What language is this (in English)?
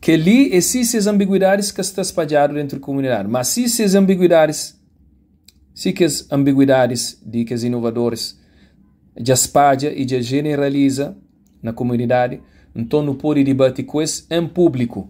Kabuverdianu